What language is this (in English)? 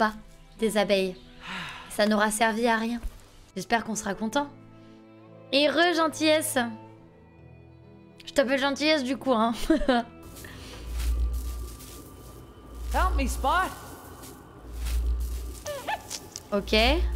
French